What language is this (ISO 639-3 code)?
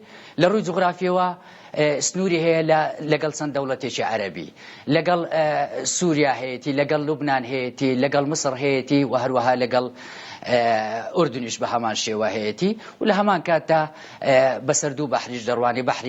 ckb